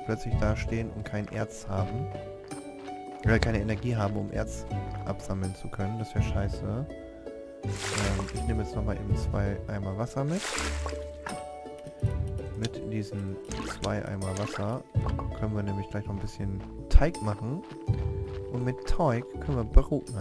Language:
German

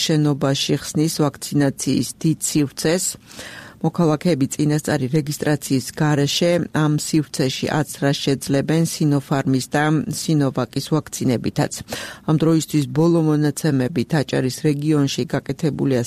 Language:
Georgian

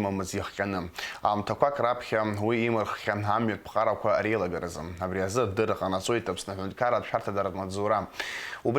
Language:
Abkhazian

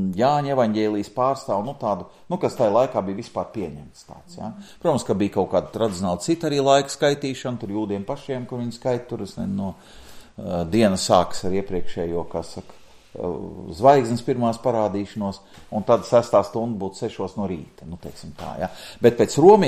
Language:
Latvian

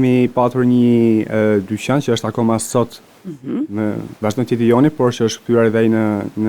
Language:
Albanian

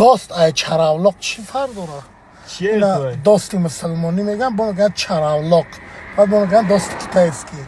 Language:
Tajik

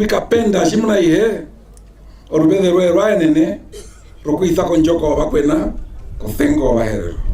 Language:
Herero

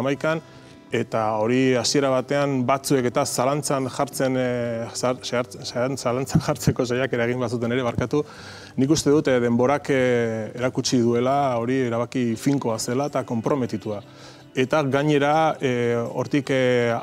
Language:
Basque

